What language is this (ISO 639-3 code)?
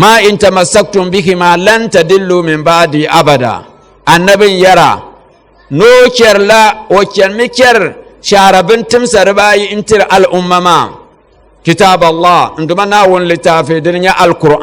dag